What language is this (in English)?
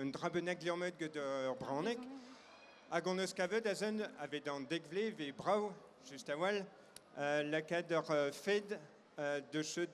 Breton